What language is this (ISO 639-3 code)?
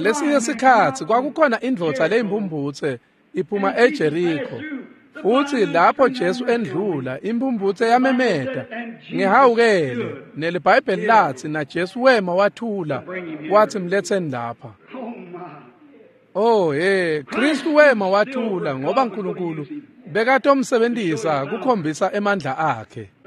ssw